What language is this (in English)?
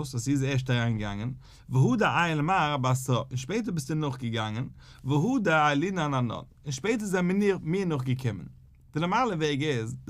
Yiddish